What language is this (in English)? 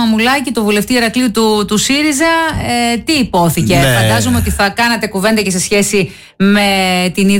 Greek